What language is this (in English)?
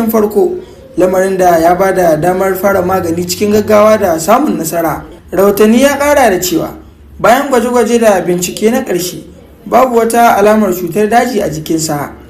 Hausa